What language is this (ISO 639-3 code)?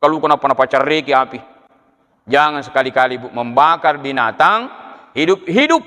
bug